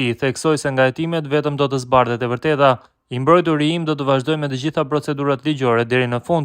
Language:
Albanian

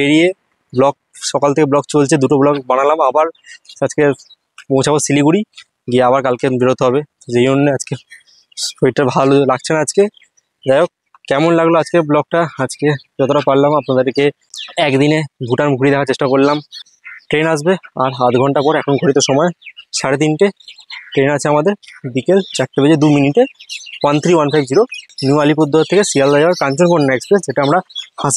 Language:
Bangla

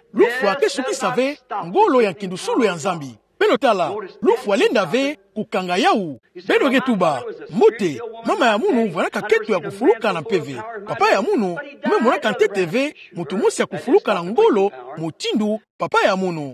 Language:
Kituba (Democratic Republic of Congo)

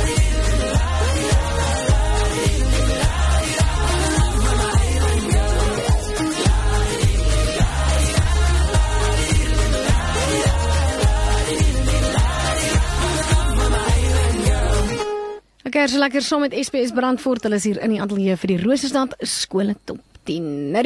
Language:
Afrikaans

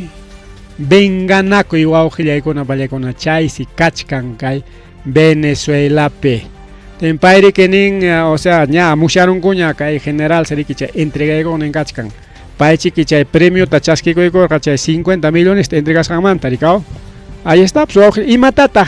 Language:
Ayacucho Quechua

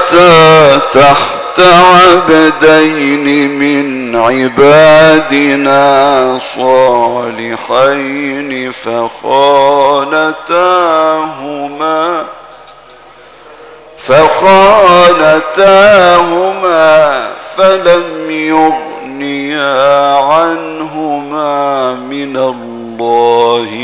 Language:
Arabic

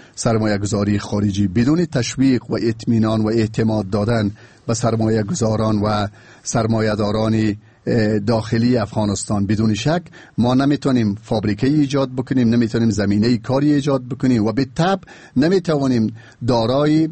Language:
Persian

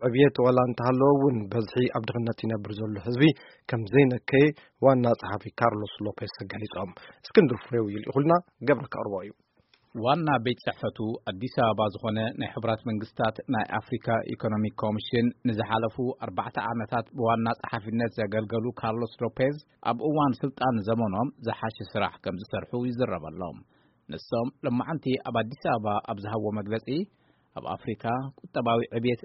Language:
Tigrinya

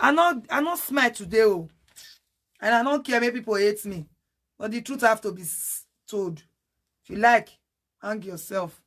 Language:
Nigerian Pidgin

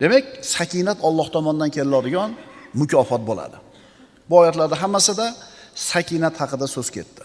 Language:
Uzbek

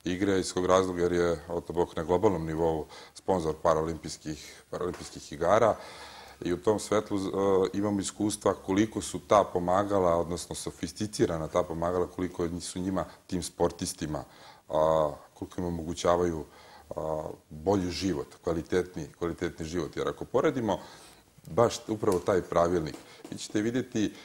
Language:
Serbian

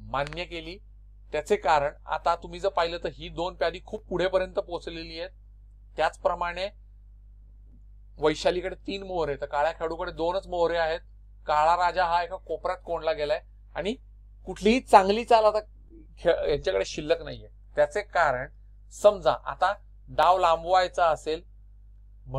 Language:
Marathi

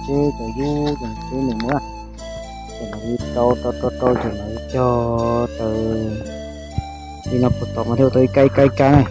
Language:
Hmong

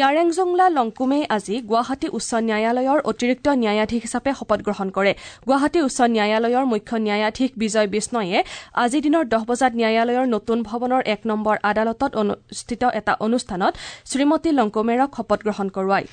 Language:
Assamese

